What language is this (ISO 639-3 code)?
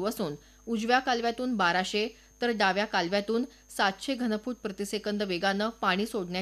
mar